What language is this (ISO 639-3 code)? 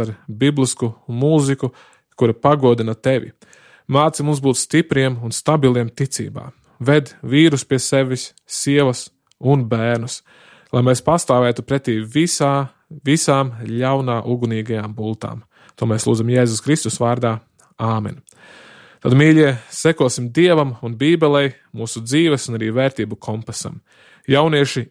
lav